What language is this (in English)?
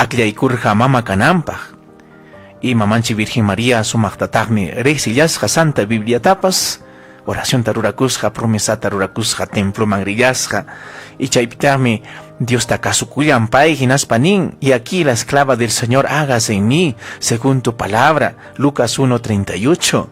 Ayacucho Quechua